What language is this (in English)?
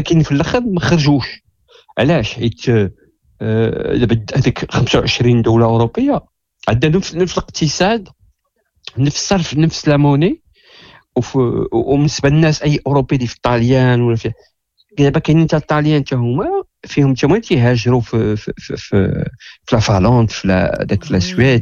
Moroccan Arabic